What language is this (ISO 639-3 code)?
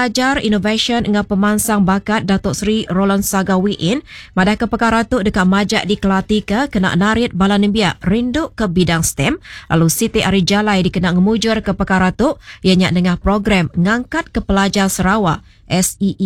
iba